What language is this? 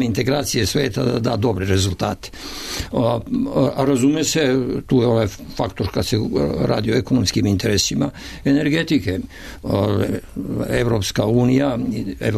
Serbian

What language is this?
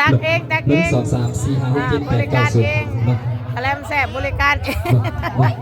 Lao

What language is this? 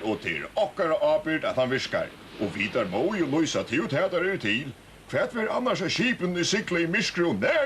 Faroese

